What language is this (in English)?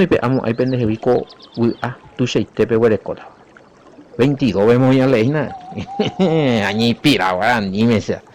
Guarani